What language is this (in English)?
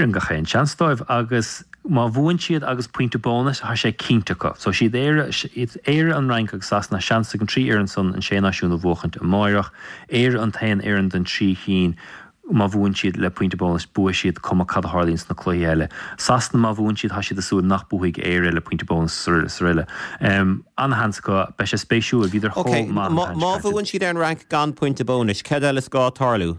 Irish